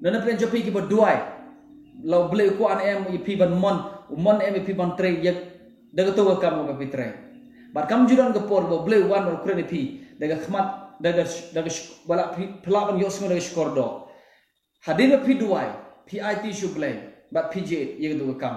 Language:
Khasi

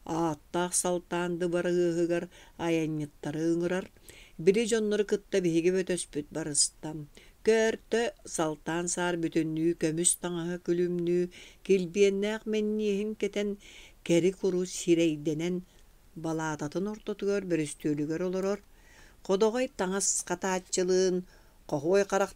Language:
Yakut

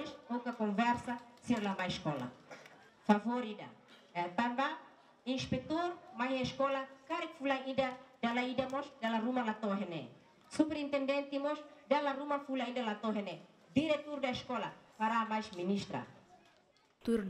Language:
Tetum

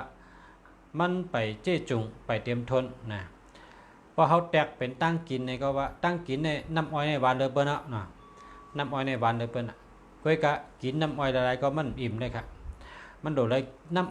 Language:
Shan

